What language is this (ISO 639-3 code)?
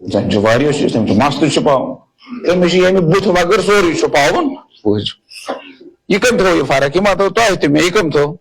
kas